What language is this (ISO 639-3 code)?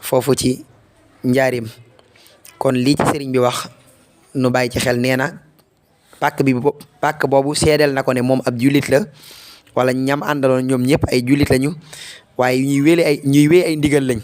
wol